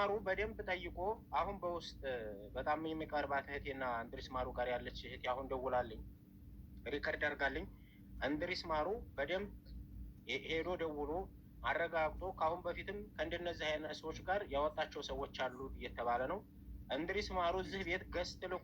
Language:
Amharic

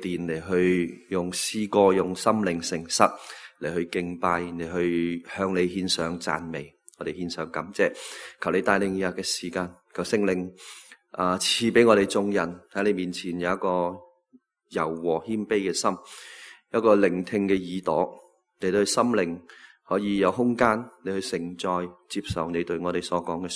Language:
Cantonese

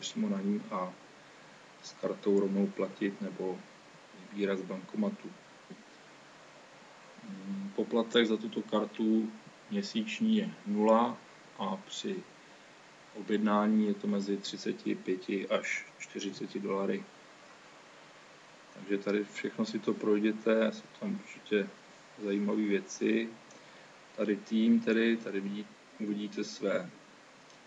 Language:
Czech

